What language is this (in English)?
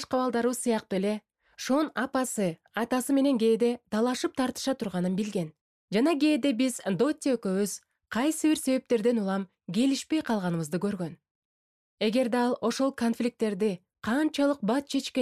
Kyrgyz